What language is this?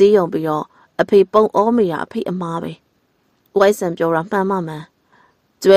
Burmese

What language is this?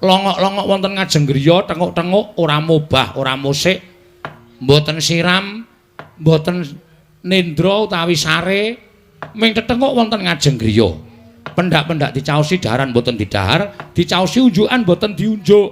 Javanese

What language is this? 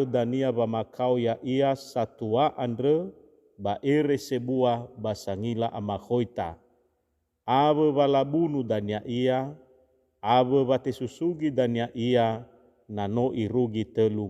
Nias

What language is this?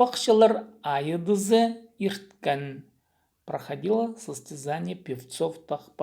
Khakas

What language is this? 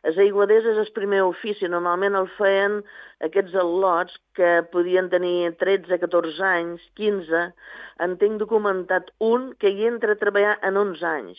Catalan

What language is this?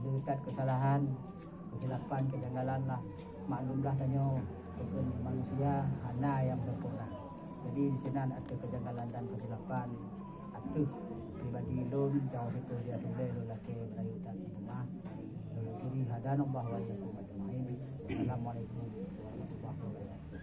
Achinese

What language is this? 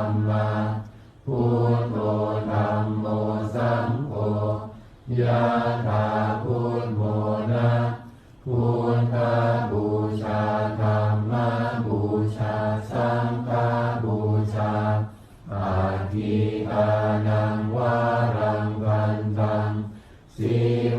Pali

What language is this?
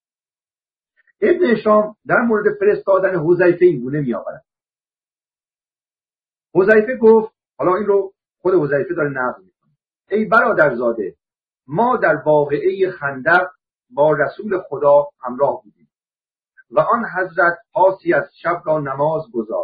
Persian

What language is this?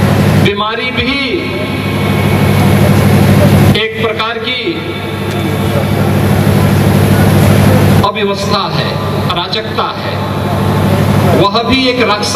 Hindi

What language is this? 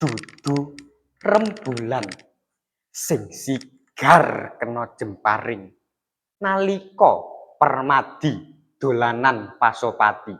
Javanese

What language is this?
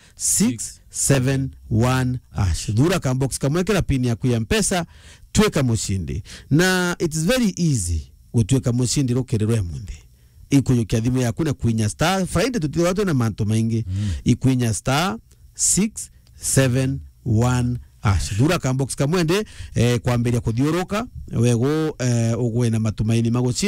Meru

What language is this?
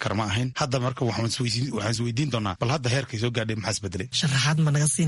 Somali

